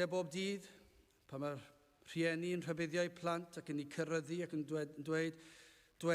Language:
Welsh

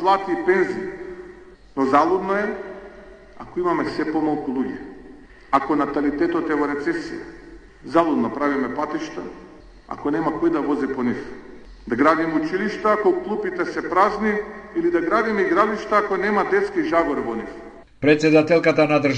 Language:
Macedonian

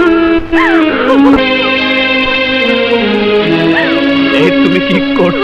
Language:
Bangla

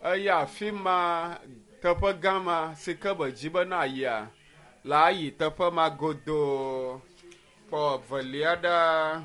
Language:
Ewe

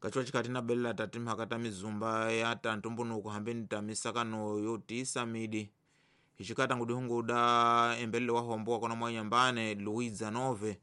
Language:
Tsonga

